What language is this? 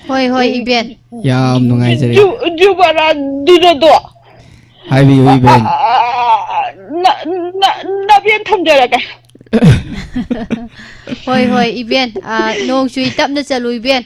Manipuri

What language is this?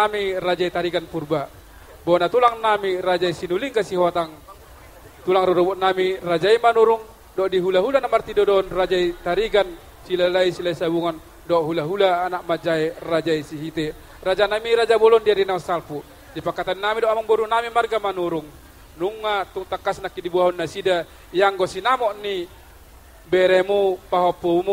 Batak Toba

